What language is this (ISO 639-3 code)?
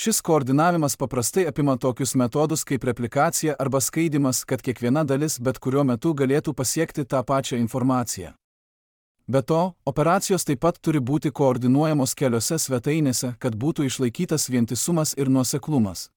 lit